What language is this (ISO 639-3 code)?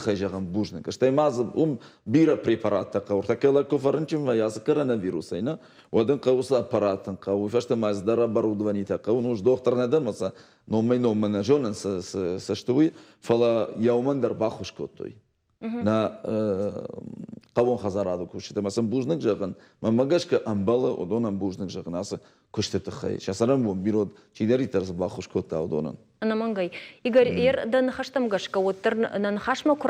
oss